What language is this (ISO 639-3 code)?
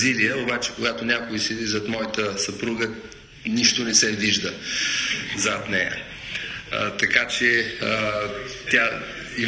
bul